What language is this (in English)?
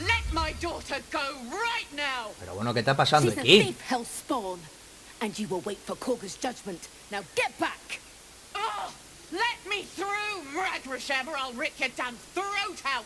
Asturian